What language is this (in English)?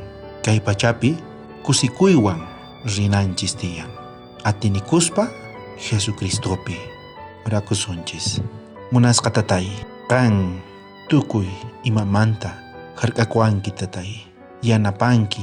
South Bolivian Quechua